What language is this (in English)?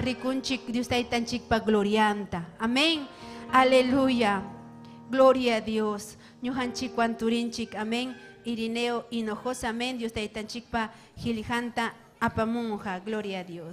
Ayacucho Quechua